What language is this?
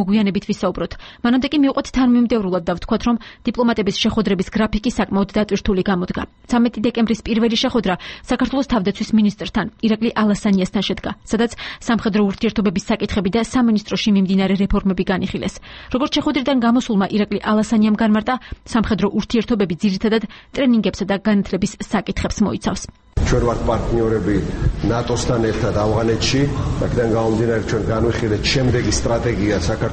Georgian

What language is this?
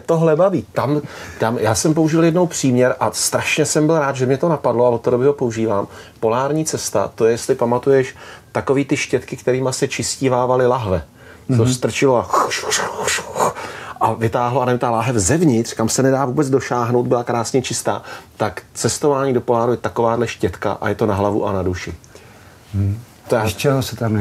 Czech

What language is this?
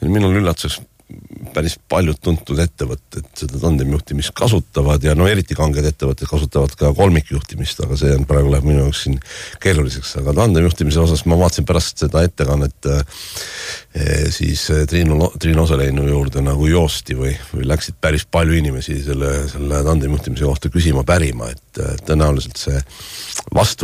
Estonian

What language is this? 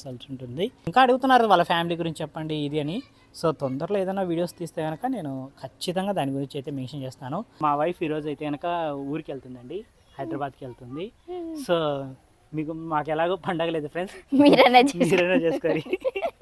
Telugu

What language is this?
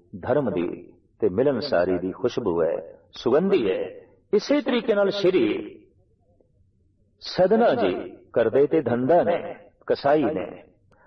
Punjabi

